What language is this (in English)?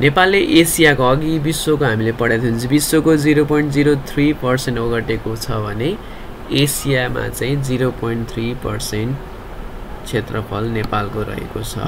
Nepali